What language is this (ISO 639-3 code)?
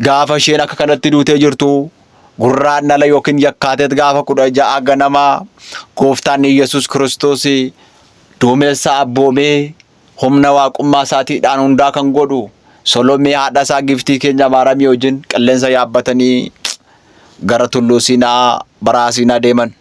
orm